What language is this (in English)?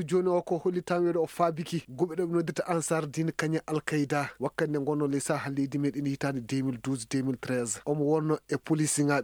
Maasina Fulfulde